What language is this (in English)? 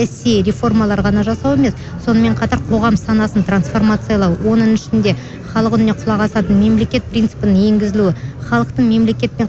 Kazakh